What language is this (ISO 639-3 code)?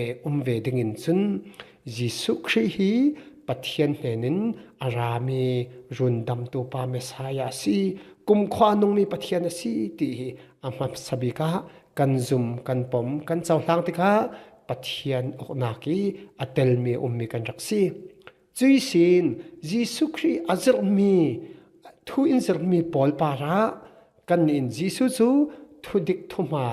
cfm